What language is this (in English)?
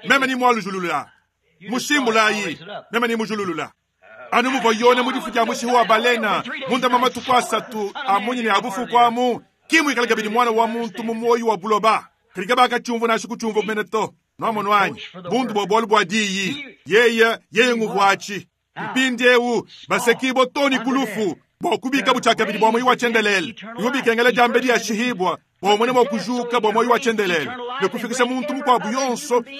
Luba-Lulua